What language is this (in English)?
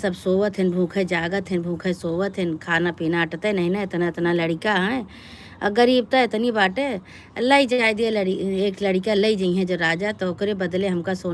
Awadhi